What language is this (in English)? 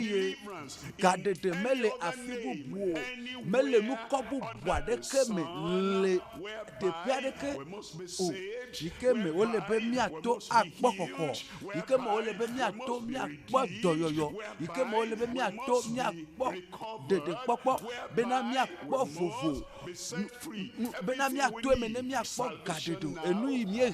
Ewe